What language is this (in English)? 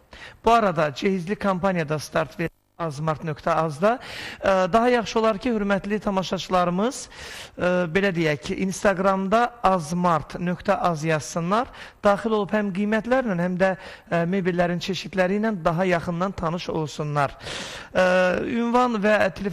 Azerbaijani